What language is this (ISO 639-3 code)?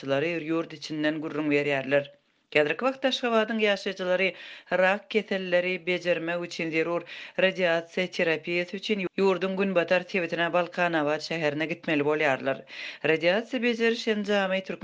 tuk